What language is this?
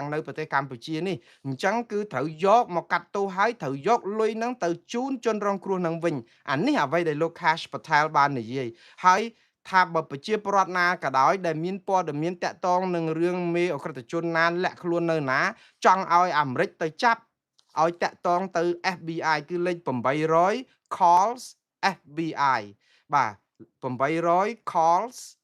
Khmer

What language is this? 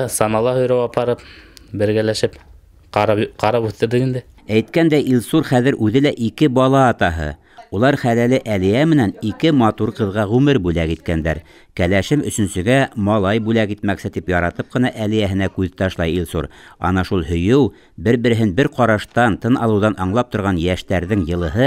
Bashkir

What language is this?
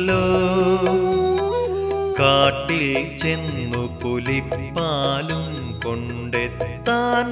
Malayalam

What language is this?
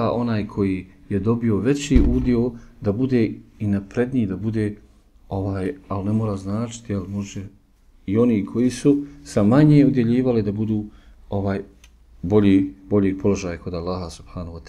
Bosnian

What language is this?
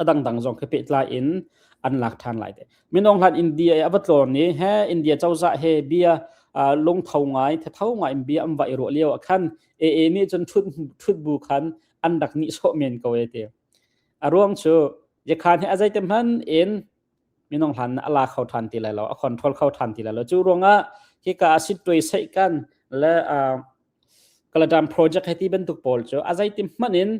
Hakha Chin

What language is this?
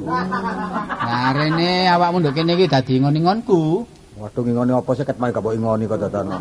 Javanese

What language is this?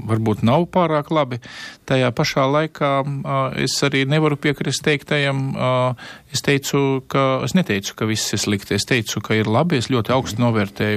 Latvian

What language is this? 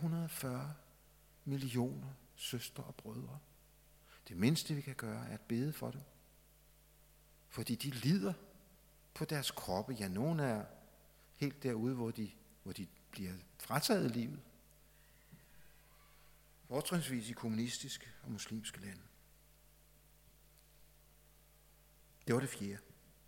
Danish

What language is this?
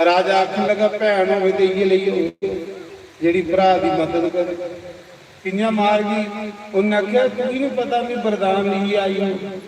Dogri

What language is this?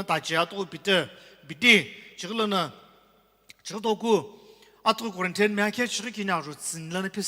Sumi Naga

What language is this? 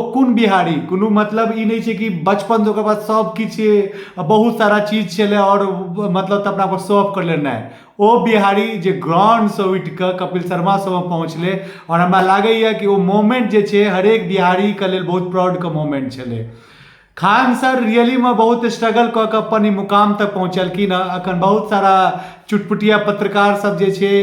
Maithili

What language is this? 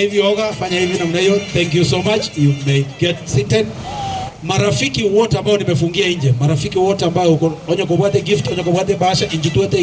Gusii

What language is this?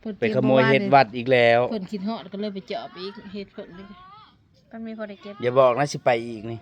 Northeastern Thai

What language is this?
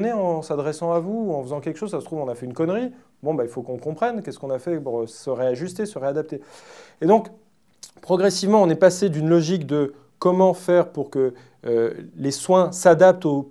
French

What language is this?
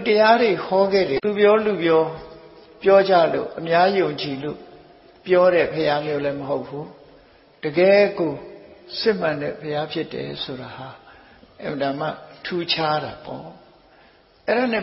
Burmese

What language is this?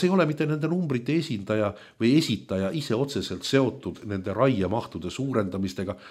Estonian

